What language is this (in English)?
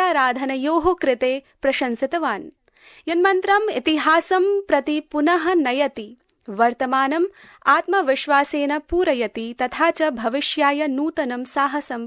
Sanskrit